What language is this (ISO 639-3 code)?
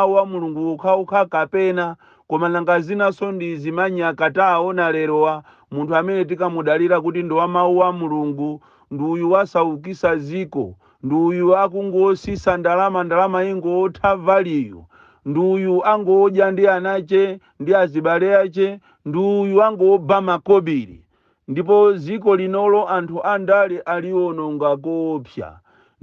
nya